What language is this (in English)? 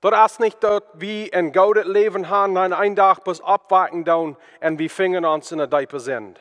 Plautdietsch